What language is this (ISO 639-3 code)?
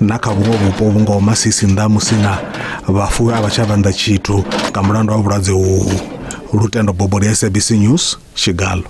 ven